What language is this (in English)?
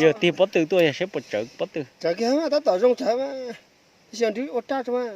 Hmong